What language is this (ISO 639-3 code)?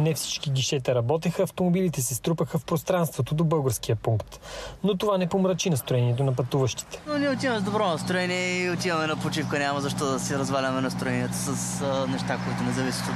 bul